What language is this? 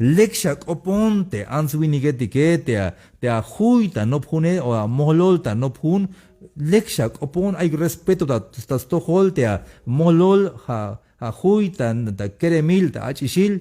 Tzeltal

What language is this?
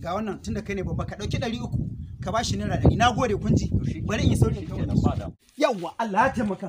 Hausa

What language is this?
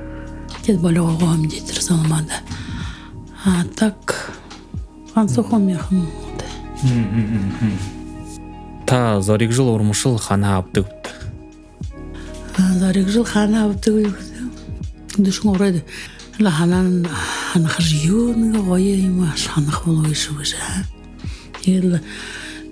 Buriat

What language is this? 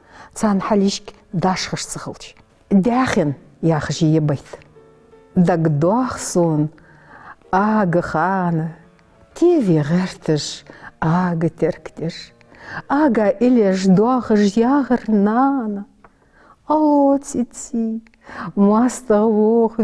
Ingush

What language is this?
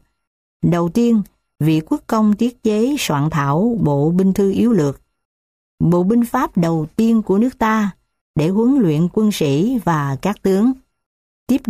Vietnamese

